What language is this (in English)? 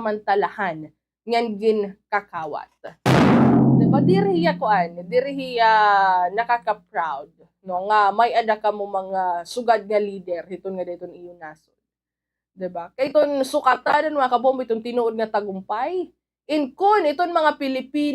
Waray